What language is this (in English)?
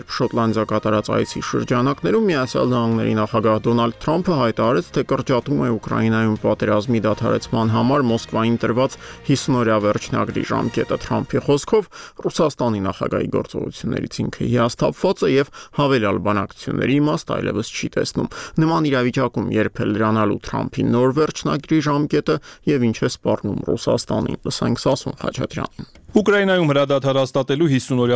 Armenian